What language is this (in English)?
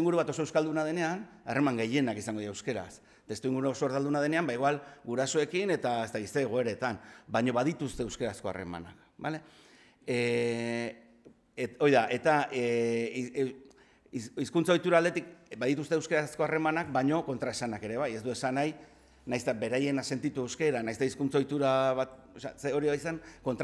Basque